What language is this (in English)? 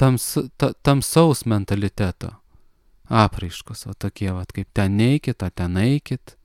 Lithuanian